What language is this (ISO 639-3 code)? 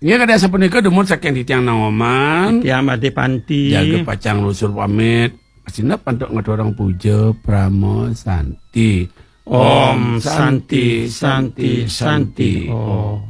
ban